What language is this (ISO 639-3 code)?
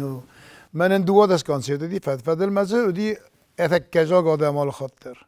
oss